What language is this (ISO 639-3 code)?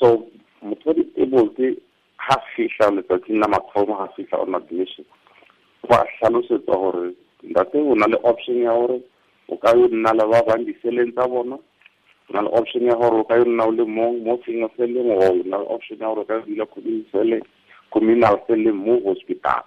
tsn